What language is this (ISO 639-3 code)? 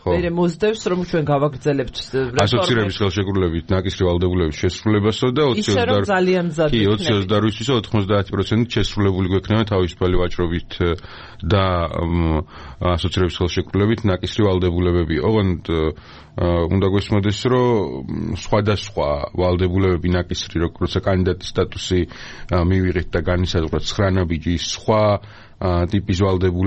kat